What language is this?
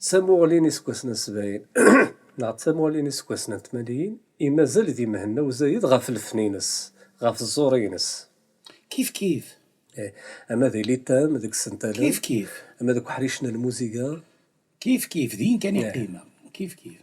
Kabyle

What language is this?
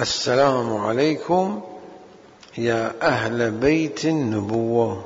Mesopotamian Arabic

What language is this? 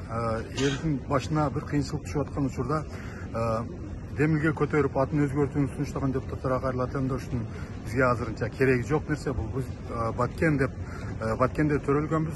Kyrgyz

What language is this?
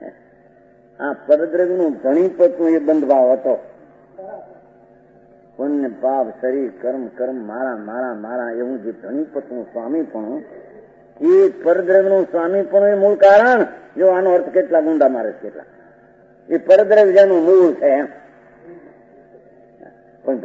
Gujarati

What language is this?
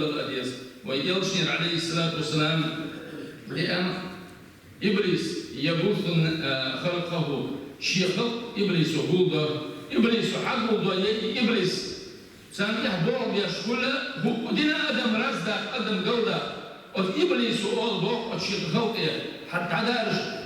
Chechen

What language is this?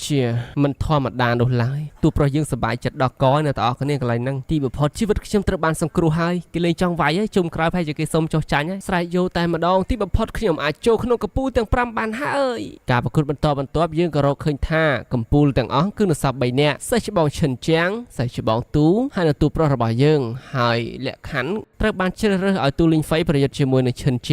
Khmer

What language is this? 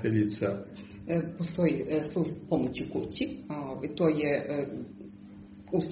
Serbian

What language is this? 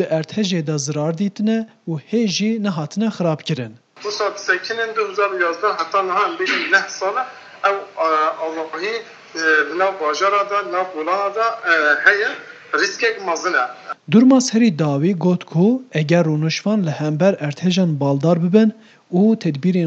Kurdish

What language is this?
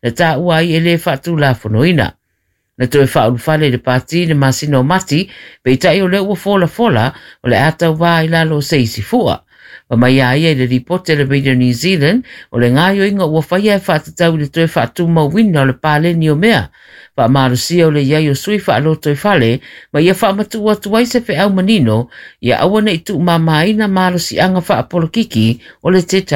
Samoan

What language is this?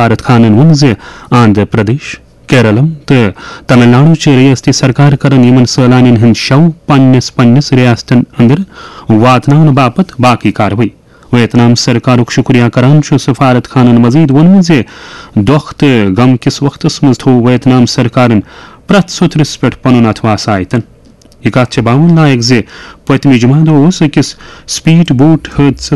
Kashmiri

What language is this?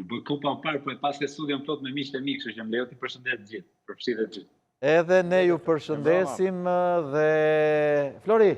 Albanian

